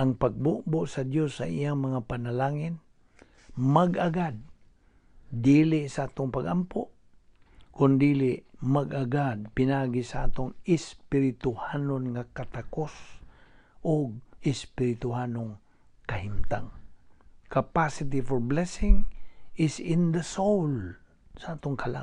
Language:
Cebuano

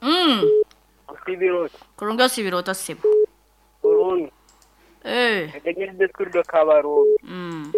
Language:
Nyoro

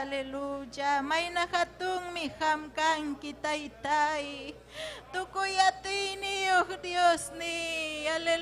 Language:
Ayacucho Quechua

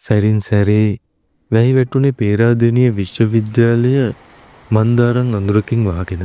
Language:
Sinhala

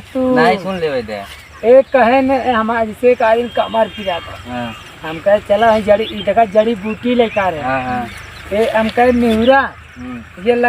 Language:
Awadhi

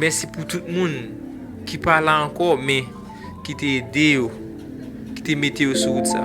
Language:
Haitian Creole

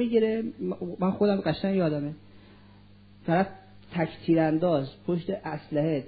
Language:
Persian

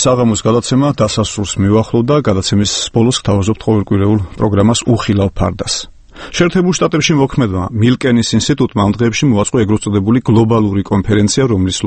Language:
Georgian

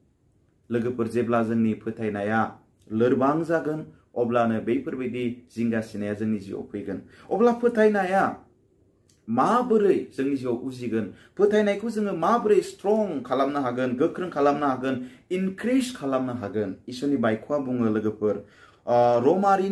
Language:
Bodo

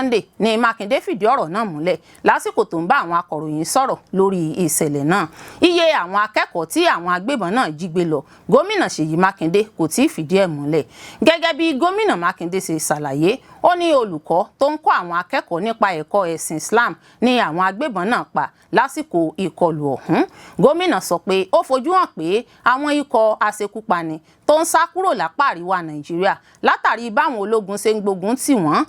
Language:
Yoruba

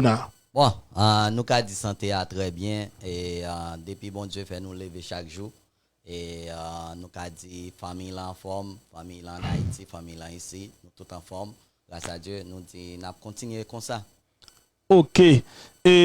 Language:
Haitian Creole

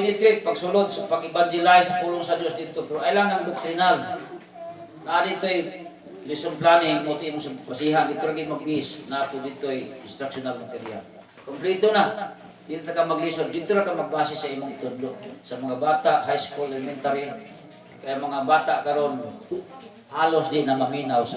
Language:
Cebuano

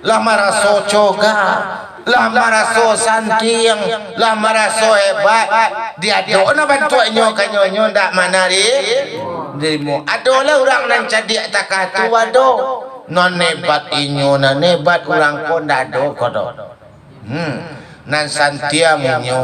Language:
Minangkabau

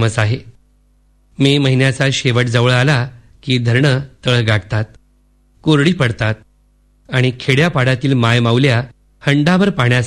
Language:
Marathi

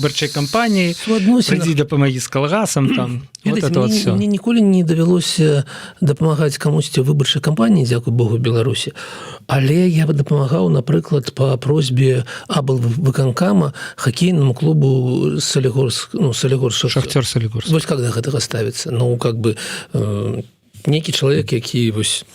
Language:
Belarusian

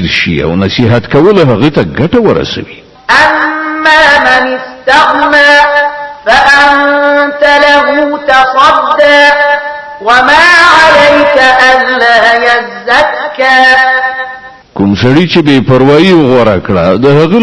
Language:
Pashto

